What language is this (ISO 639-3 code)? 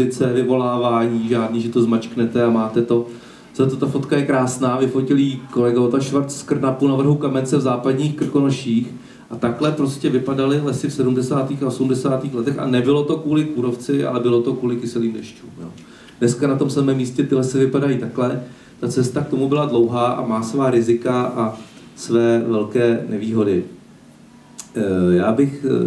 ces